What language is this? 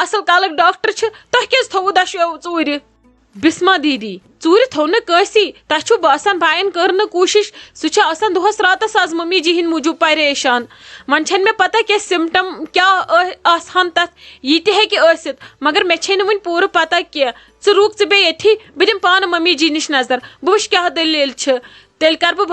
Kashmiri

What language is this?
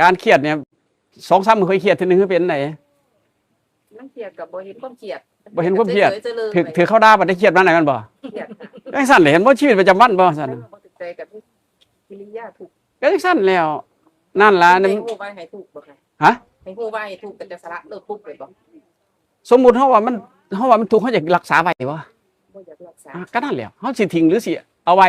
Northeastern Thai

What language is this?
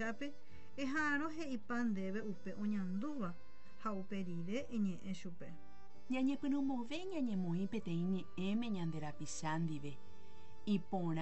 Guarani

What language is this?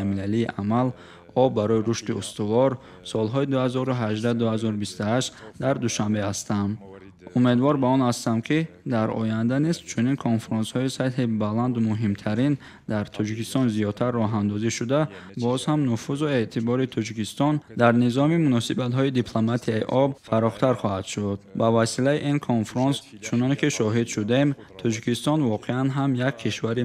Tajik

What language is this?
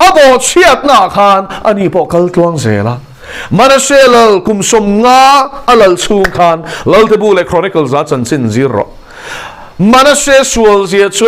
Mizo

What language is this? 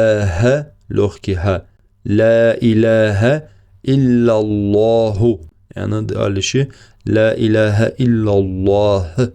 Ingush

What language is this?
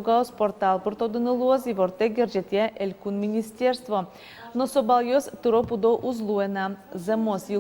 Udmurt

